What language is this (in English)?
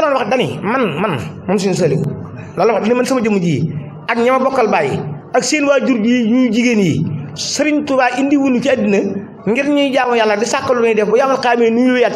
Wolof